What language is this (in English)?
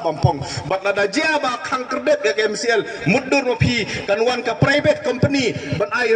Khasi